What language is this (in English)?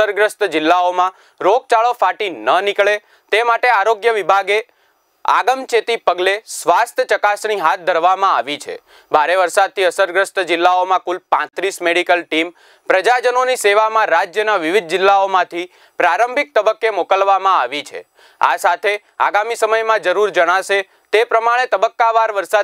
Gujarati